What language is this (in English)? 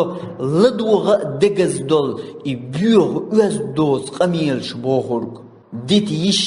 Chechen